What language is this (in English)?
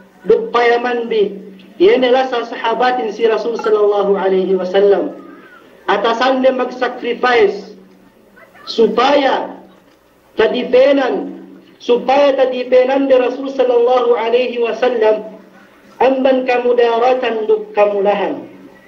Yakan